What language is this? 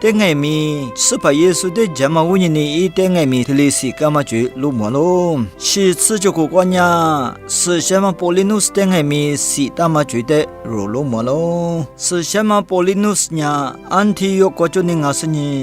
Lisu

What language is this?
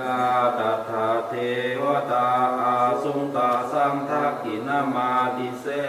Pali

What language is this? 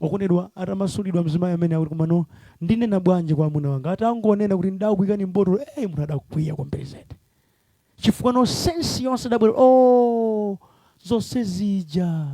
Nyanja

